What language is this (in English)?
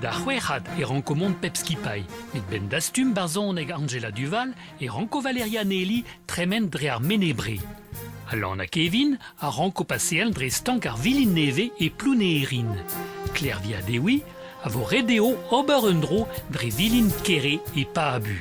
Breton